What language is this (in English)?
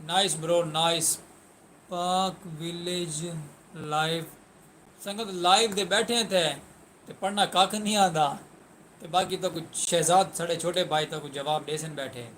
Saraiki